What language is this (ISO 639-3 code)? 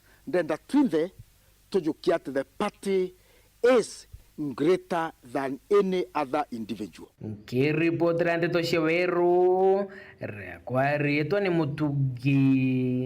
mer